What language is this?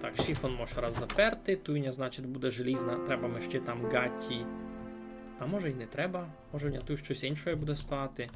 Rusyn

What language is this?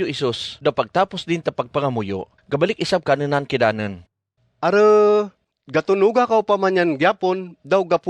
Kagayanen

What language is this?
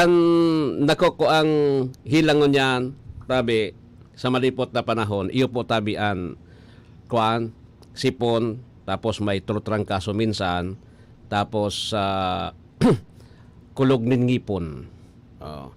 Bikol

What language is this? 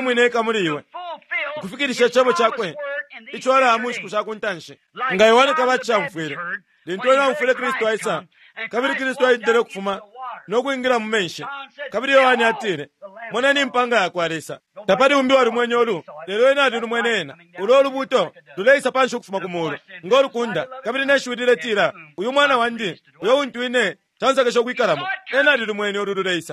Bemba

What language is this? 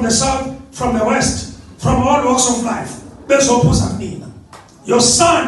Zulu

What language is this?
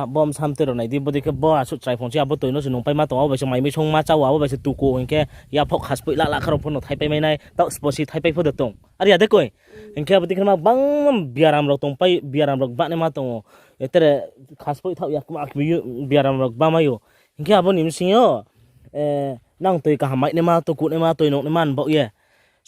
Riang (India)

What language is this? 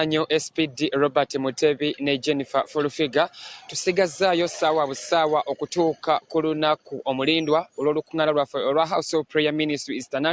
Ganda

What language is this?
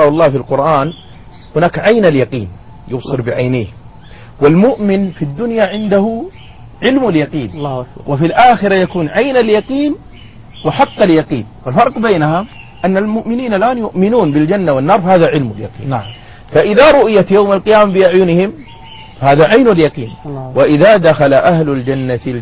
Arabic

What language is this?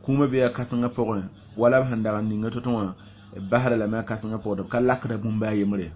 Mossi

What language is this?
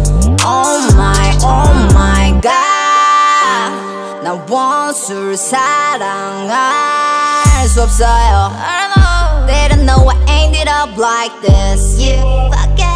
Korean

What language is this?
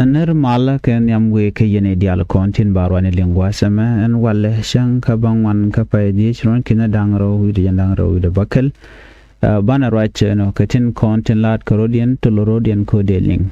Nuer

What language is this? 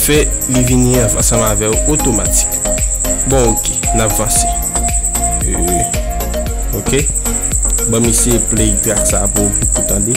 Haitian Creole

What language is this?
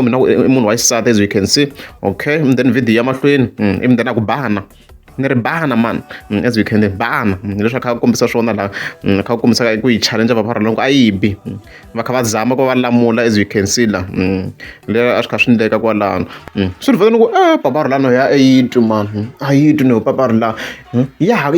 Tsonga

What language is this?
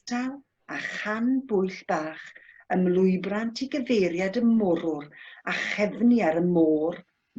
Welsh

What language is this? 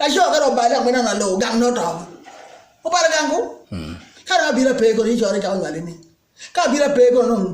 Acoli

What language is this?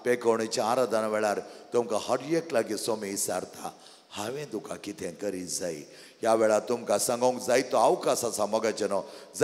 Konkani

